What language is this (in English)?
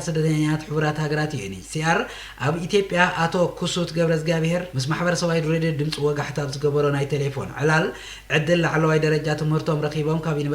Tigrinya